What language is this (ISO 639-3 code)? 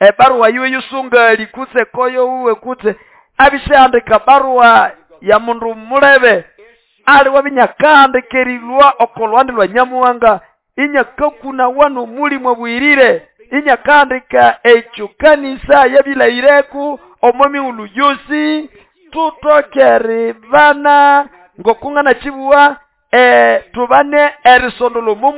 nnb